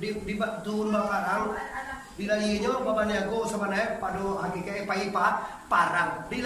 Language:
Minangkabau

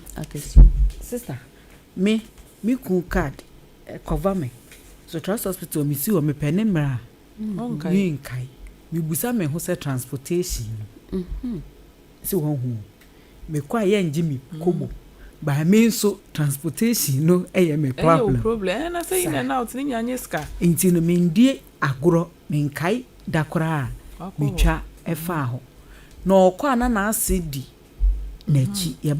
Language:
Akan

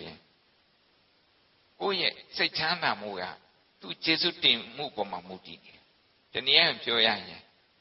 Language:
Burmese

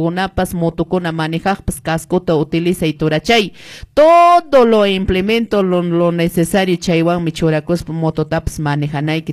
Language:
Quechua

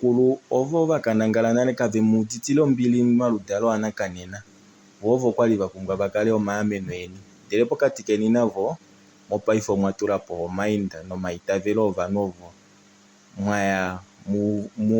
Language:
Kuanyama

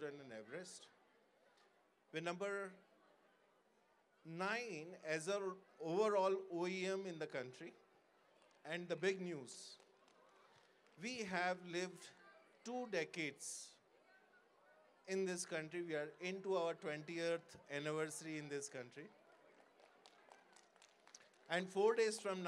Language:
English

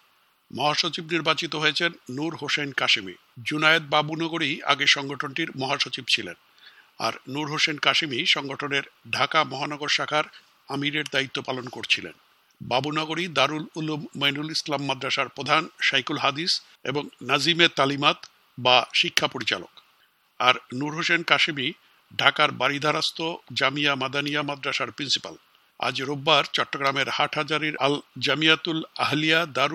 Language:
Bangla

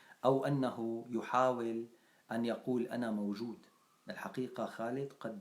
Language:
North Levantine Arabic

